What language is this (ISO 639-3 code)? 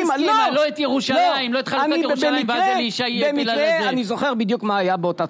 heb